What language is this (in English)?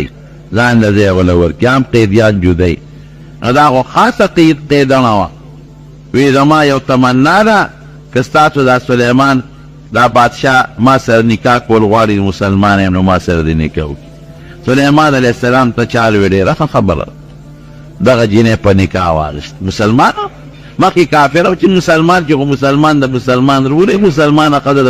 Pashto